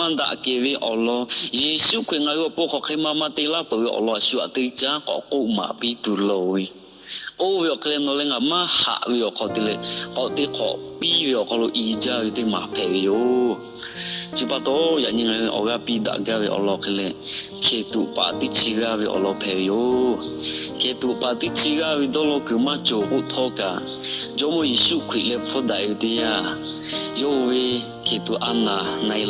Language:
Lahu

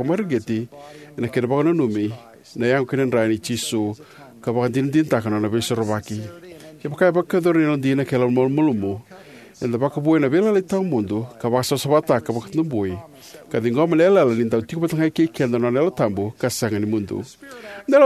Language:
Fijian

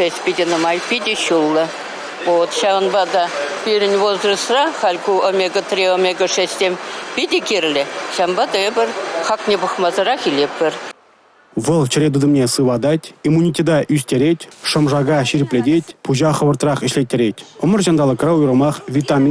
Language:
Chuvash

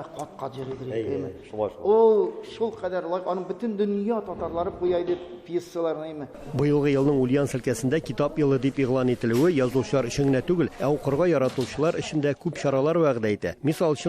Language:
Tatar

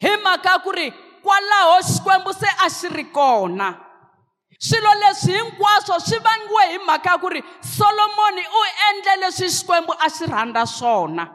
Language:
Tsonga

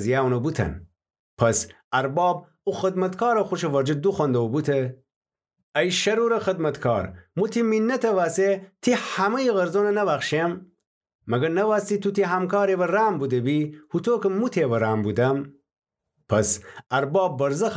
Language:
Gilaki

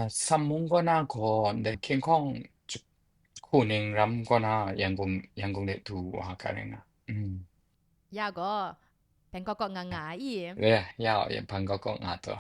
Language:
Kachin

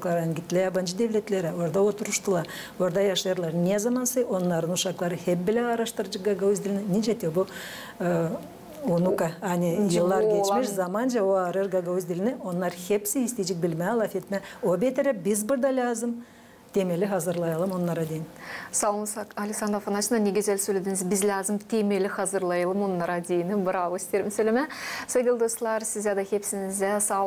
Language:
Gagauz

